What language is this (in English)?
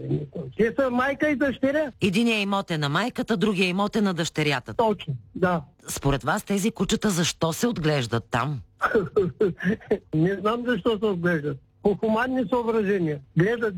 Bulgarian